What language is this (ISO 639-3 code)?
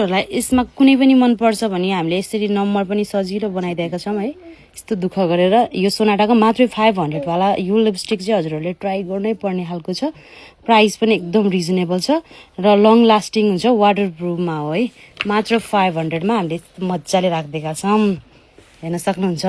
nep